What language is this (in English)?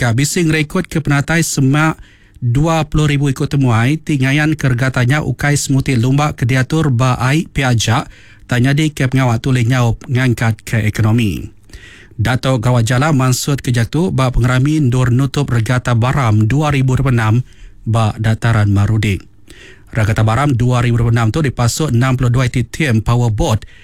Iban